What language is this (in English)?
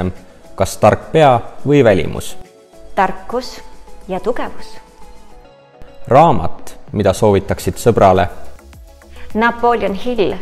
Estonian